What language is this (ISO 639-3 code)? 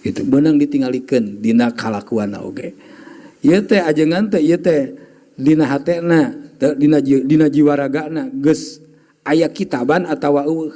sun